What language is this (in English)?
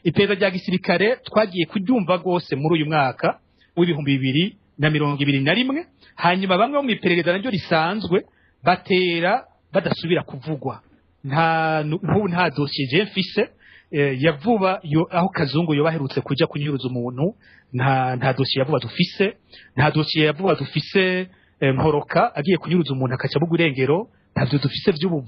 Rundi